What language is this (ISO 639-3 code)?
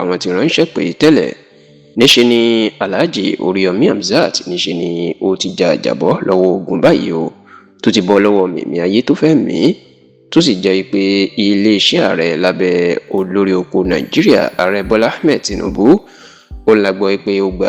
yor